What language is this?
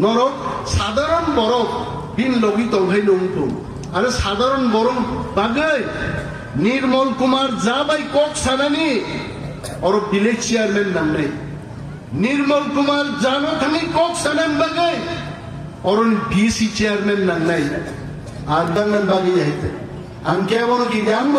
Kok Borok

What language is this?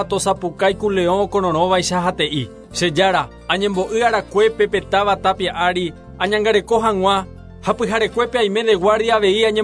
Guarani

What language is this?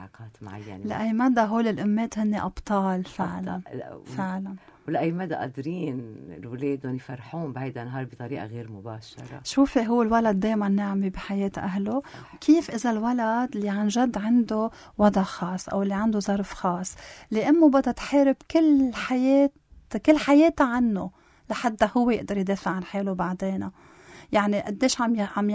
North Levantine Arabic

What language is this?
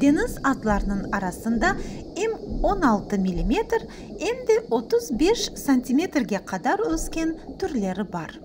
Crimean Tatar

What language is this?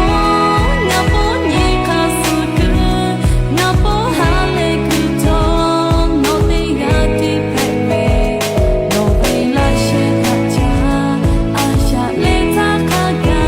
Lahu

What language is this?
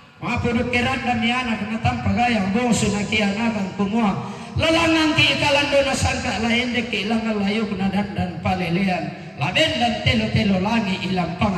Toraja-Sa'dan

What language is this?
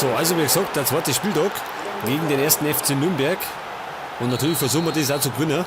Bavarian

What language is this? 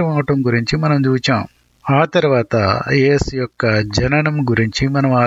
Telugu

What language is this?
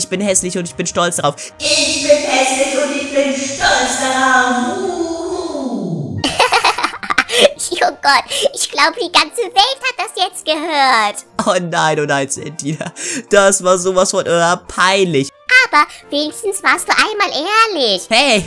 German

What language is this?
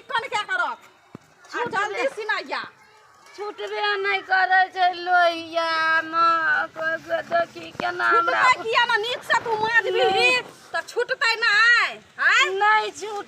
Maithili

